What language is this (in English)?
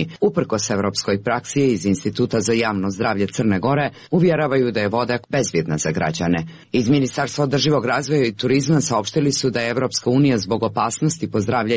Serbian